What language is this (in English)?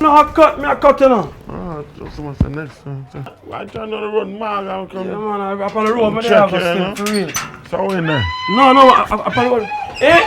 Jamaican Creole English